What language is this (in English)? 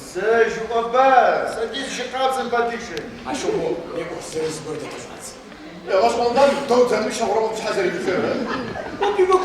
Adyghe